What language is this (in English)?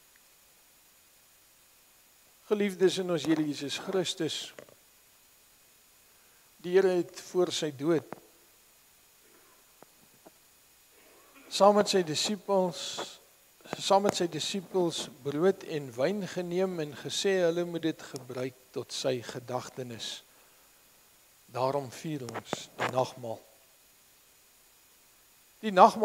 Afrikaans